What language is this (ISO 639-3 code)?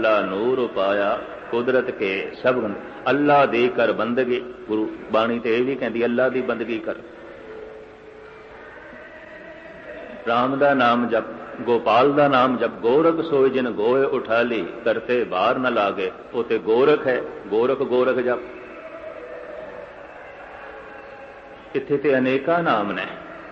pan